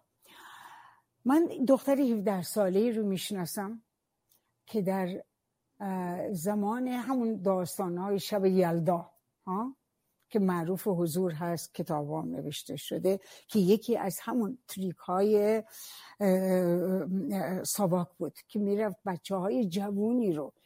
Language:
Persian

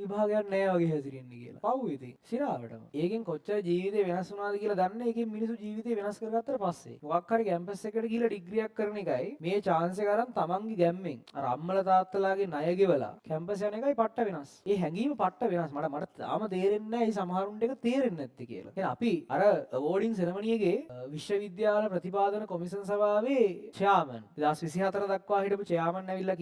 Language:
Sinhala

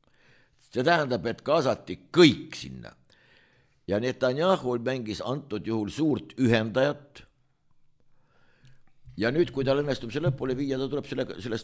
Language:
Estonian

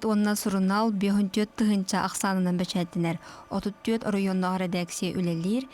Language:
Yakut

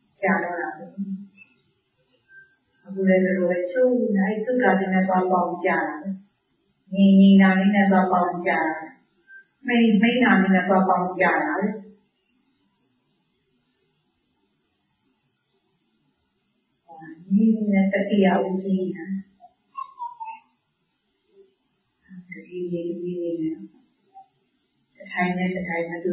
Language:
Burmese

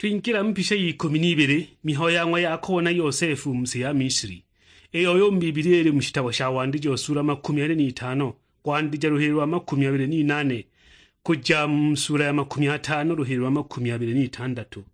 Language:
Sukuma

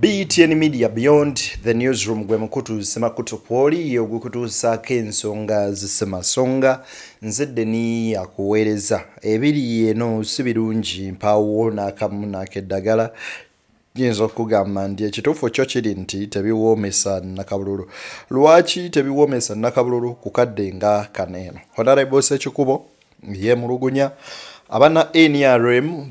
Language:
Ganda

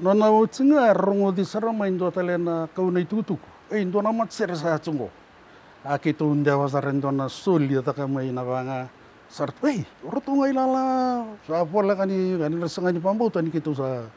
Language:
Fijian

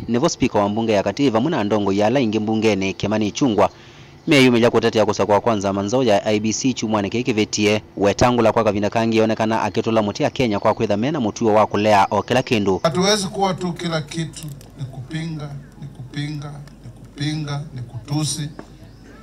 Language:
Kamba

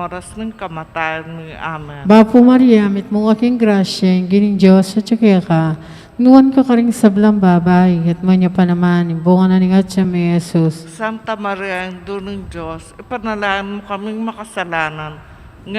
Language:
Pampanga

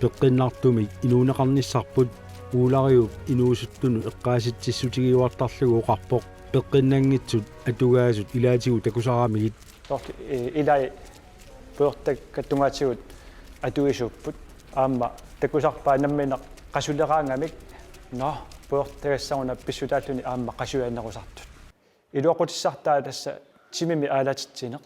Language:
Kalaallisut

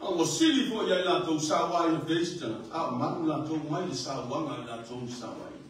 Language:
Samoan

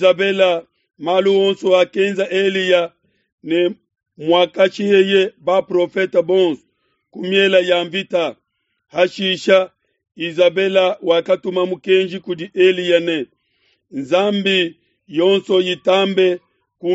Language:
Luba-Lulua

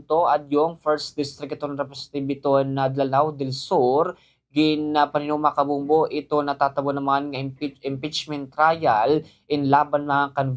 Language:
Waray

